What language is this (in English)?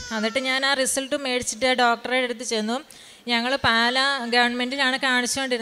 Malayalam